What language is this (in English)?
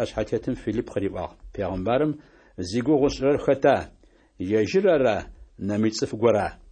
Adyghe